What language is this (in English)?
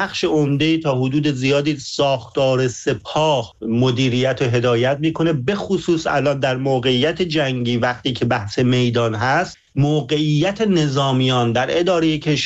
Persian